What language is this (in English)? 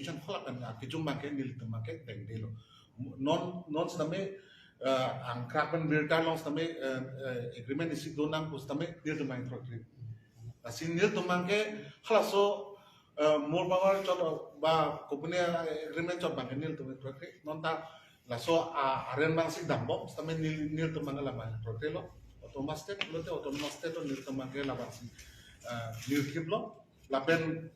Karbi